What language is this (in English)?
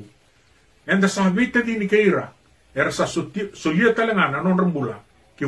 Fijian